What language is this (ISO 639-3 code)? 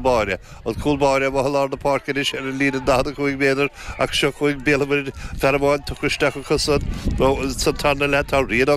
gle